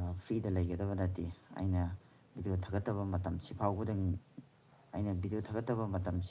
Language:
Manipuri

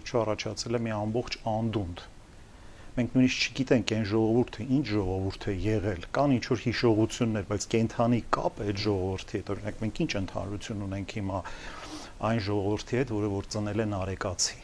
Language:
Armenian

